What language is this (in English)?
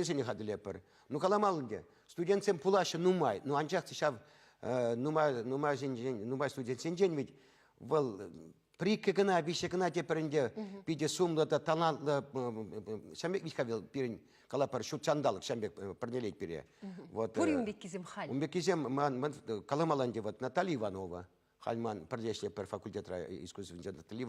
Chuvash